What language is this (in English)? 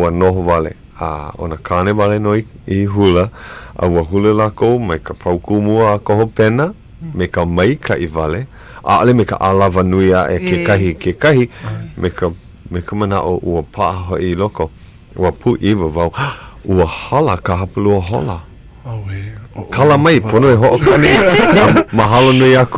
Hawaiian